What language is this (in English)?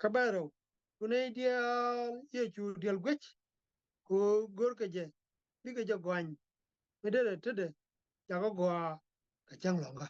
Nuer